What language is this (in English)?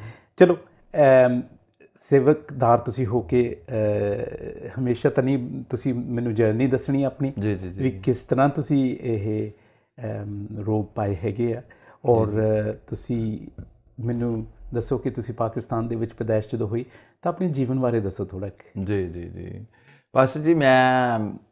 Punjabi